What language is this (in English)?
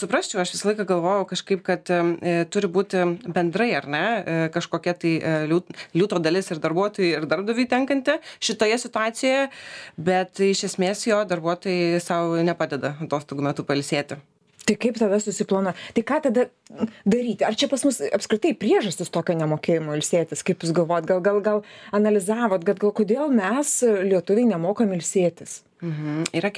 Lithuanian